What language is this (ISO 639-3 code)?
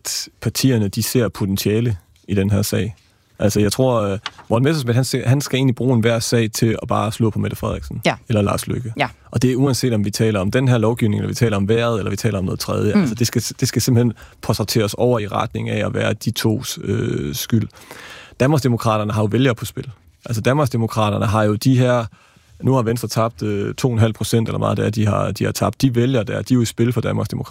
dan